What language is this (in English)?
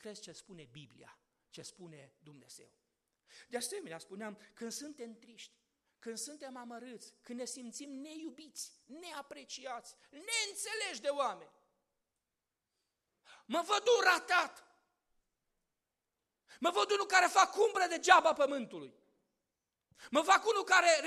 Romanian